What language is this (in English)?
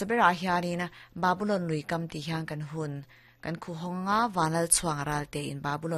Mizo